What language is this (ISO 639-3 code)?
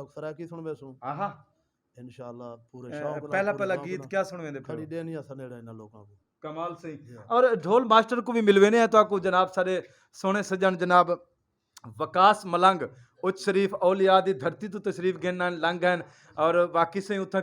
skr